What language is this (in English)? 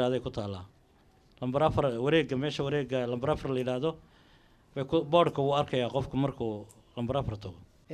Somali